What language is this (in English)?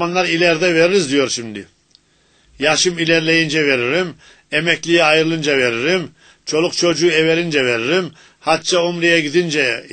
Turkish